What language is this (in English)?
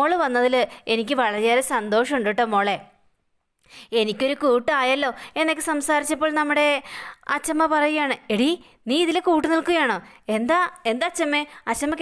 Malayalam